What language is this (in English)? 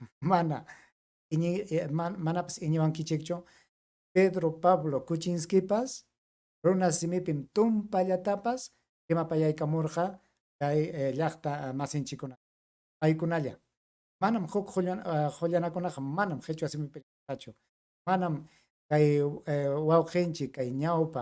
Ayacucho Quechua